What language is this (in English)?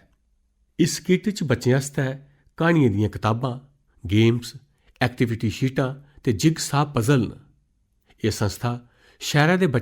Dogri